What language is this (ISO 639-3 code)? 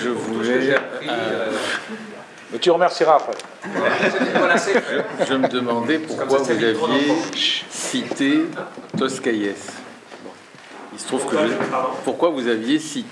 fra